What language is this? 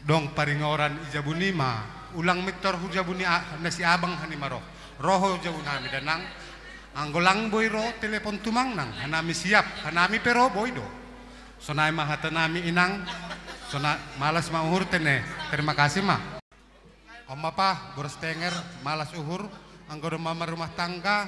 Batak Simalungun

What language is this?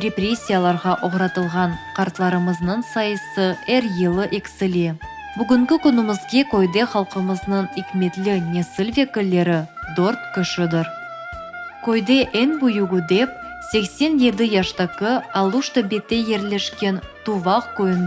Crimean Tatar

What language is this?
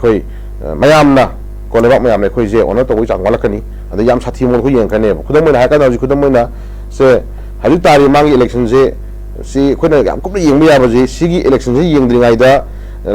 Manipuri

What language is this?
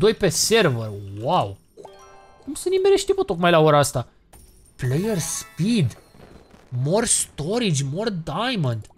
Romanian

